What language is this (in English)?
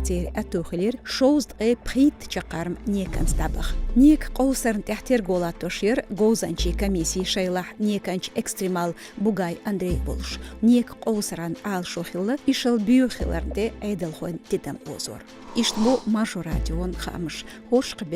Chechen